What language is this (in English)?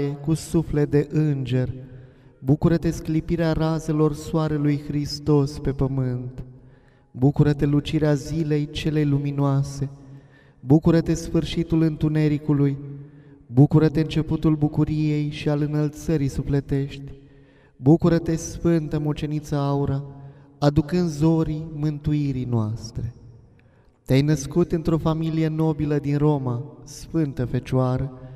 Romanian